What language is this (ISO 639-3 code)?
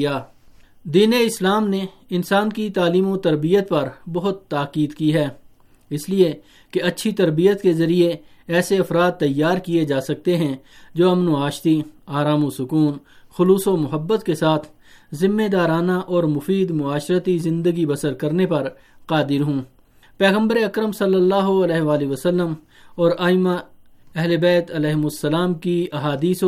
urd